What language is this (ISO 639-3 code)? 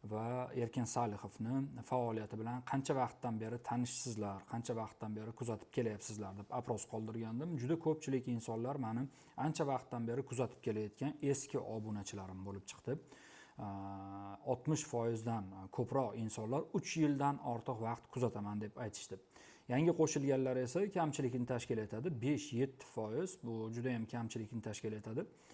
uzb